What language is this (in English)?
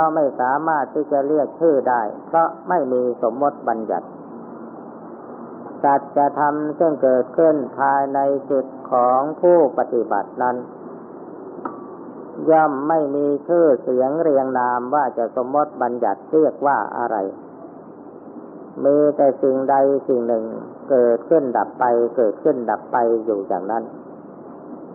Thai